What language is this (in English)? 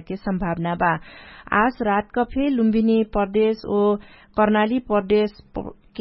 Dangaura Tharu